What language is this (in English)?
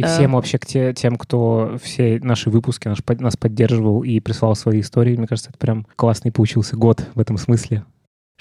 Russian